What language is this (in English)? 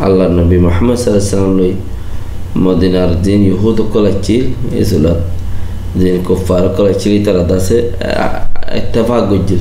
Rohingya